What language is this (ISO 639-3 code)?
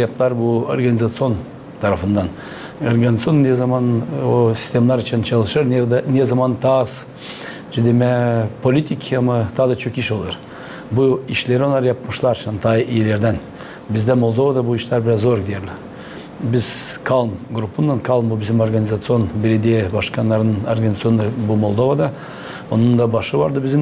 gag